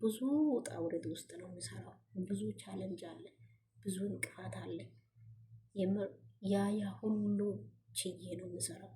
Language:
Amharic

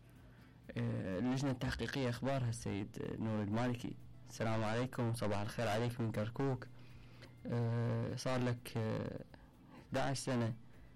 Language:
Mesopotamian Arabic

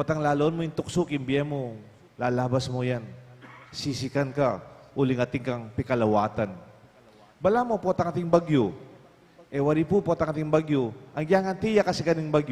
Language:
Pampanga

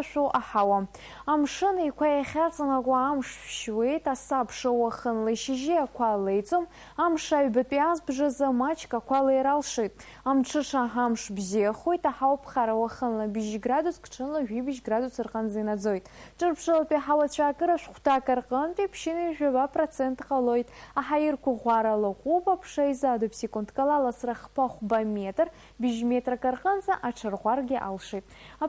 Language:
Abkhazian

